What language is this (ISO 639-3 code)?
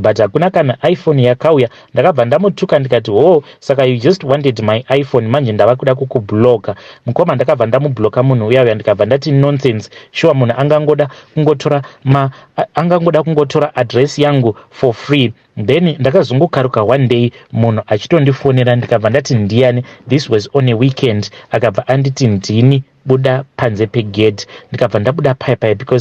sna